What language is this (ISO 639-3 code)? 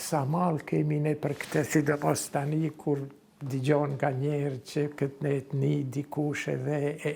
sqi